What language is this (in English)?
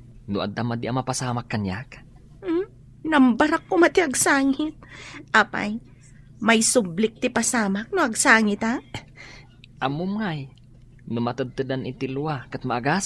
Iloko